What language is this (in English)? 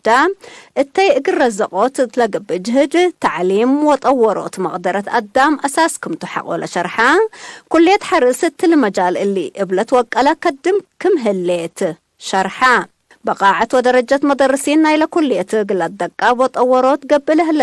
Tigre